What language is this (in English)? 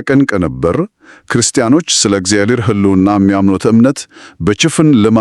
Amharic